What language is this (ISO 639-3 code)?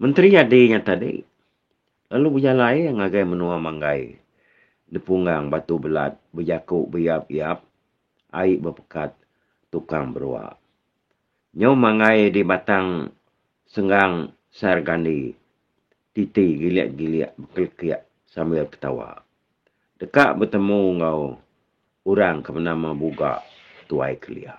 iba